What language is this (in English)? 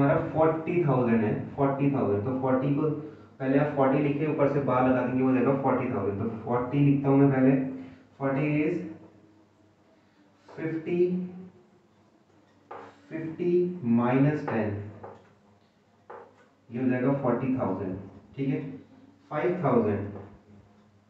Hindi